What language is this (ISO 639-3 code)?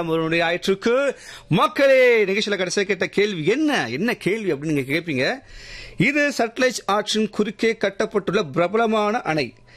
tam